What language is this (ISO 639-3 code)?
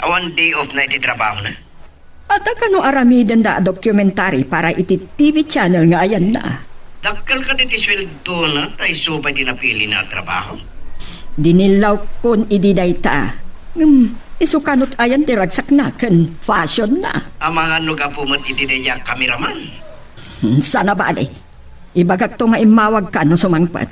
ilo